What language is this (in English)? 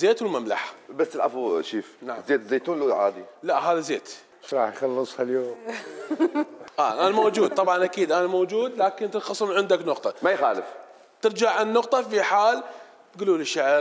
Mesopotamian Arabic